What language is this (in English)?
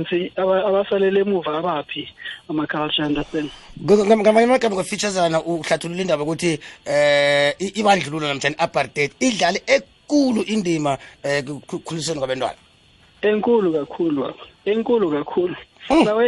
South Ndebele